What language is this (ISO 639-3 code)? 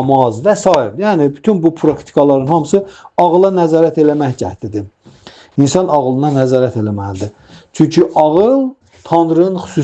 aze